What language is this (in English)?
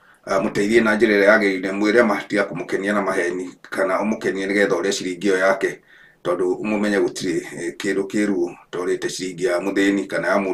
Kikuyu